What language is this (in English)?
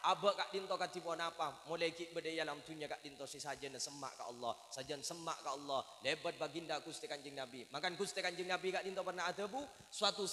Madurese